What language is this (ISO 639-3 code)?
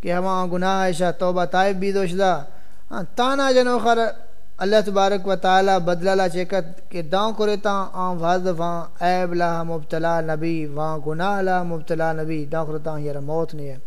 skr